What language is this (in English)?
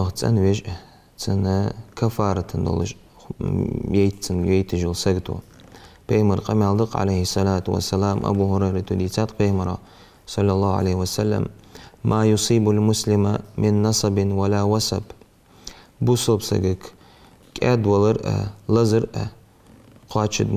Ingush